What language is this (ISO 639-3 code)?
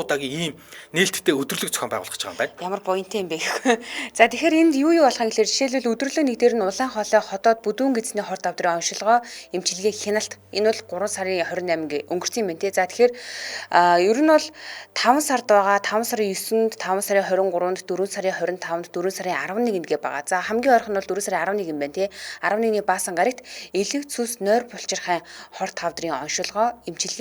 mon